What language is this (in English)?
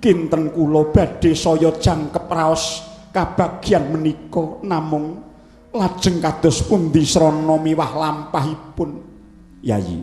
Javanese